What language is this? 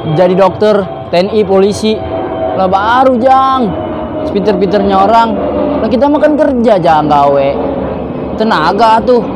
Betawi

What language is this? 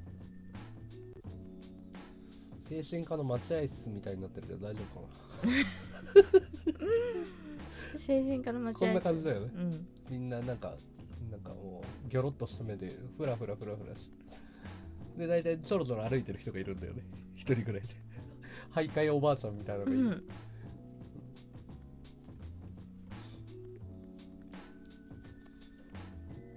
Japanese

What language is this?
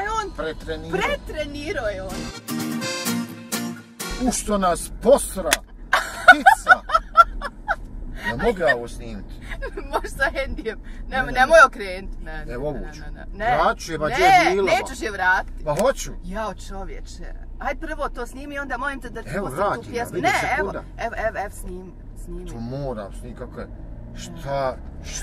Bosnian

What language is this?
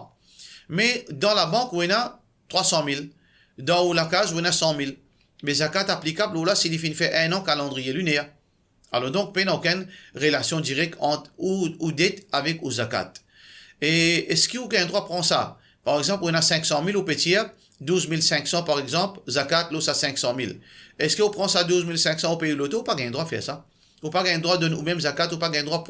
Morisyen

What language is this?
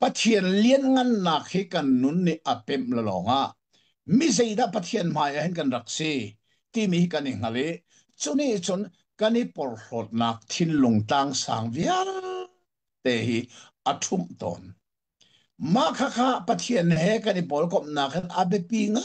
Hakha Chin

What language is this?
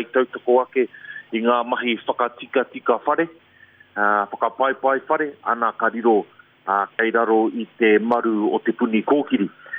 Māori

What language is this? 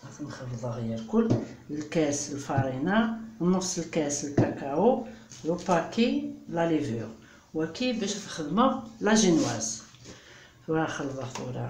Kabyle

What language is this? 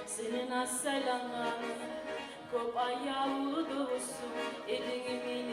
Kumyk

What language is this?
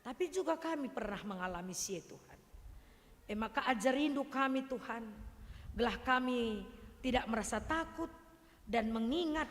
Batak Karo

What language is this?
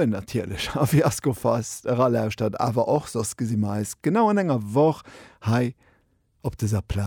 Luxembourgish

